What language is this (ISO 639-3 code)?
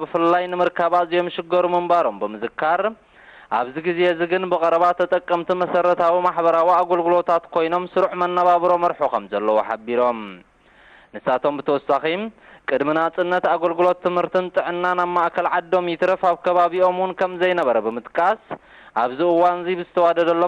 tir